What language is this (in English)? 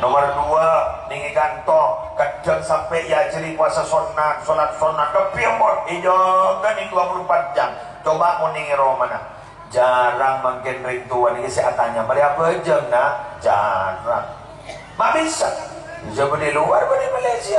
Madurese